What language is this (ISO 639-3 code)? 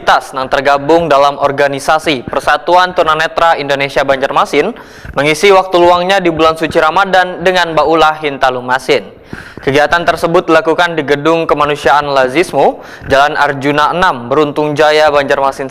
bjn